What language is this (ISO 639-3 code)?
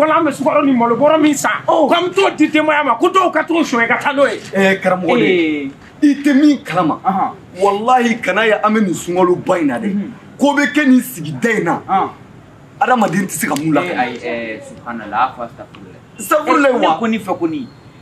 bam